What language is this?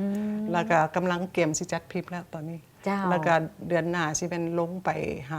Lao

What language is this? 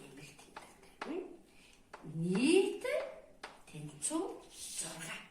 Mongolian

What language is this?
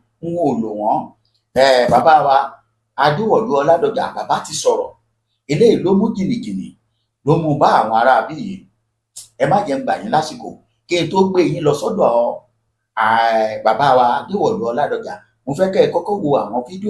Yoruba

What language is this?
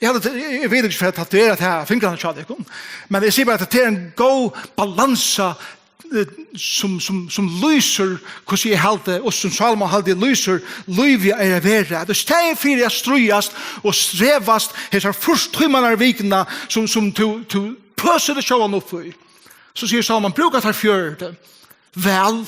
Faroese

